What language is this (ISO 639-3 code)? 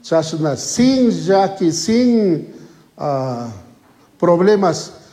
qug